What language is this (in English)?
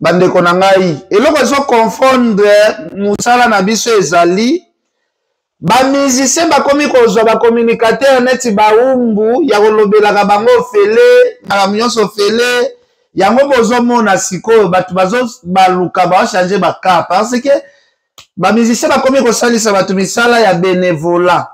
Lingala